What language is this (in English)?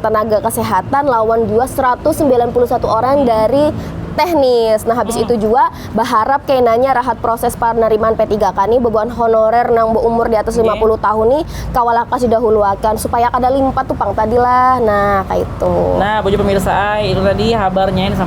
Banjar